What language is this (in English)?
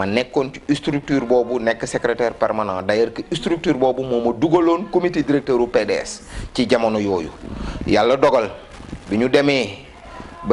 Wolof